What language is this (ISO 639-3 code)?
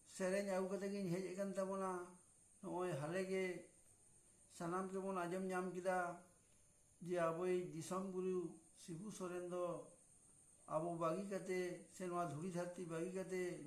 sat